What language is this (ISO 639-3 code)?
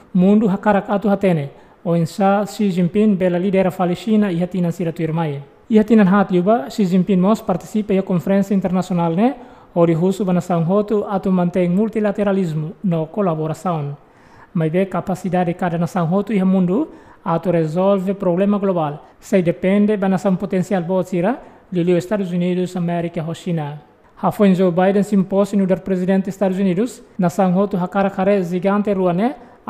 tet